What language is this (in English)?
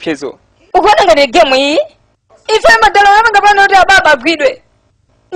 Nyanja